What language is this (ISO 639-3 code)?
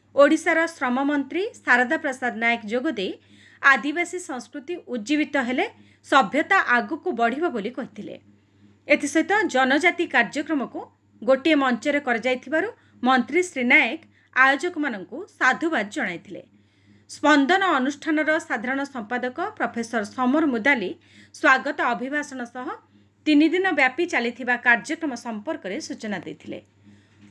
ori